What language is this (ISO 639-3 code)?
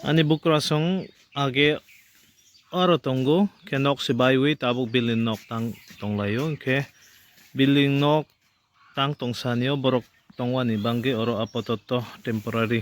trp